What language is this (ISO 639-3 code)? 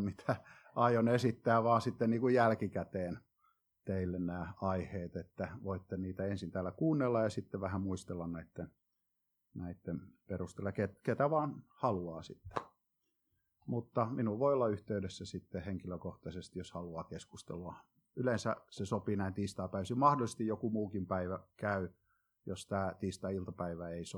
fin